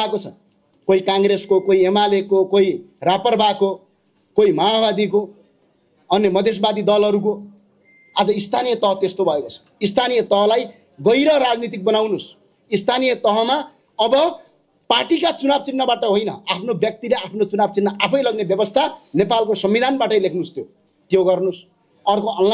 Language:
Nepali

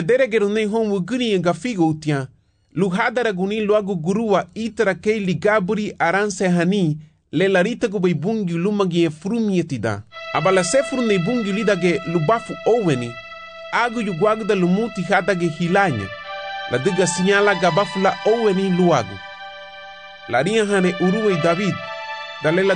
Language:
Garifuna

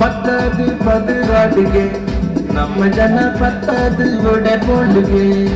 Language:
Tulu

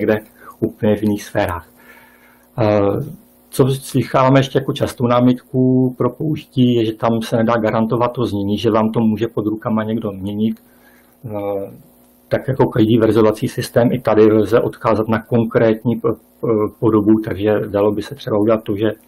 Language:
Czech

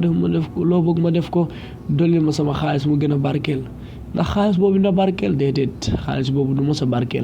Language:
Wolof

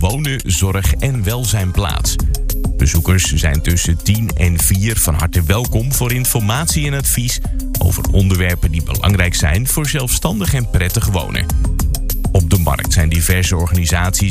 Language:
Dutch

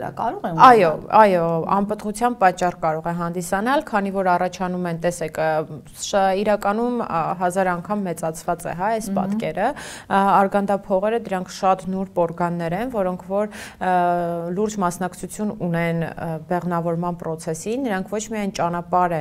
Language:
Armenian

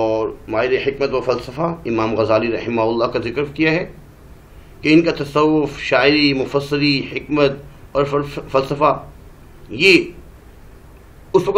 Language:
Urdu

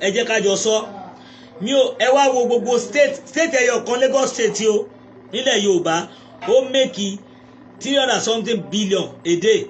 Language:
Yoruba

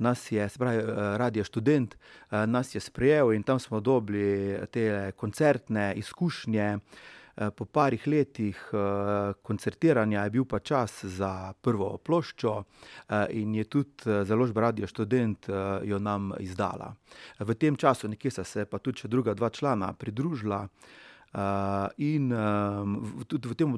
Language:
Slovenian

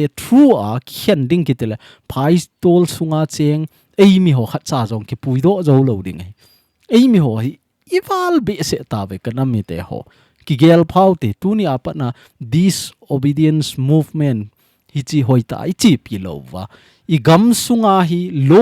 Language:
Thado Chin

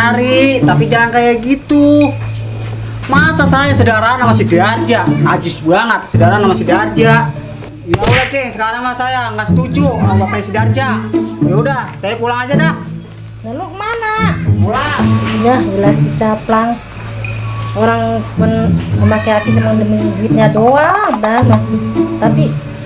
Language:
Betawi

